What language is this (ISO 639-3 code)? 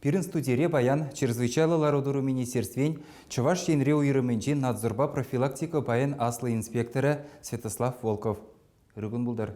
chv